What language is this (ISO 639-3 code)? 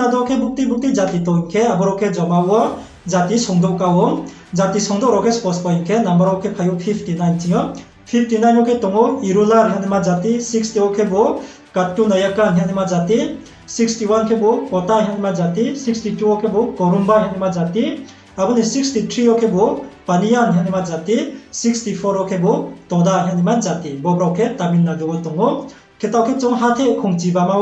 ria